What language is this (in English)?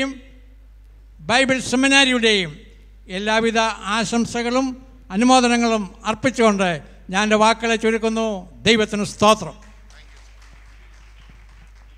Malayalam